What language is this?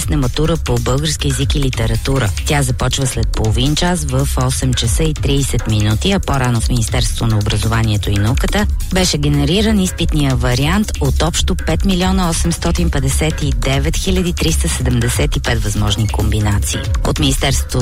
Bulgarian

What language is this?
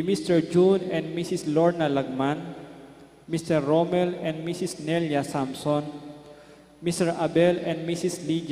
Pampanga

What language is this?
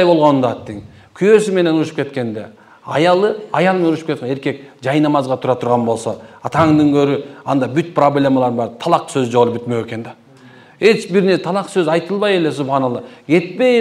Kyrgyz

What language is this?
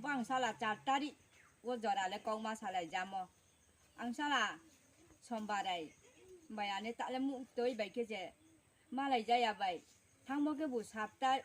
Riang (India)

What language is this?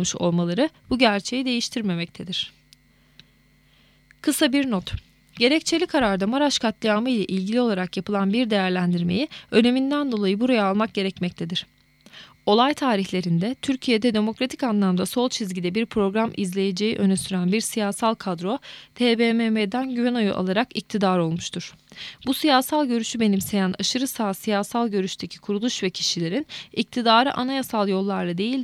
Turkish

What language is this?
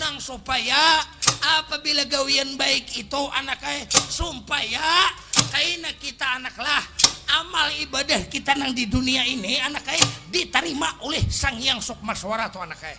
Banjar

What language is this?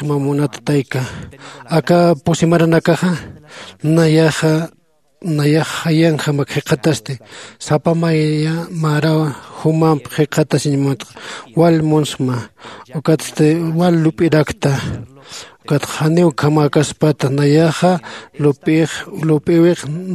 Aymara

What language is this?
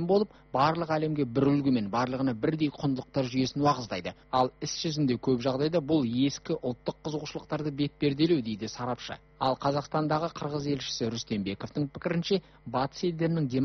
Kazakh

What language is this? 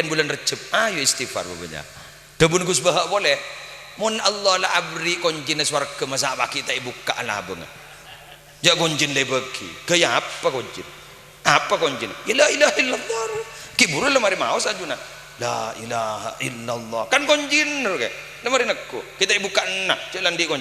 Madurese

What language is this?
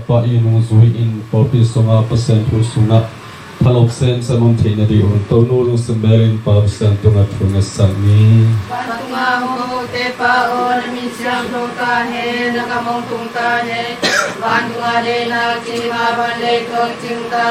Tedim Chin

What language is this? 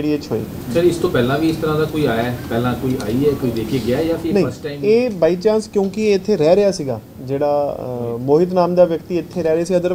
Punjabi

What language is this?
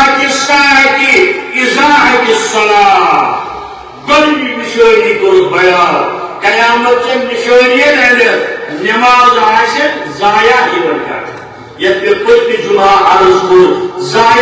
Kashmiri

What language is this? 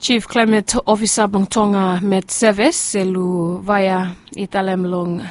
Bislama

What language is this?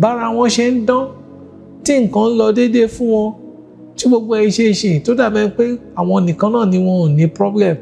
Yoruba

